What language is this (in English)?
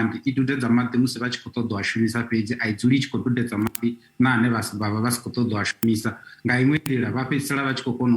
Venda